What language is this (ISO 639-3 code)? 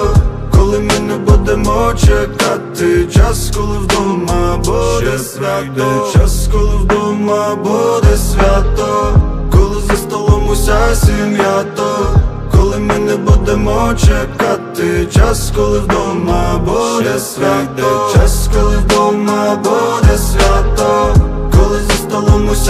ukr